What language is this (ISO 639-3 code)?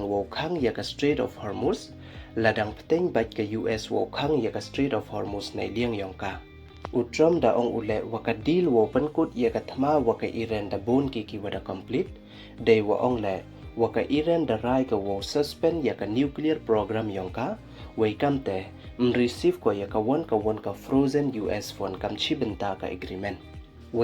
pbv